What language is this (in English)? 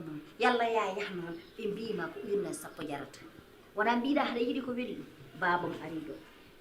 Fula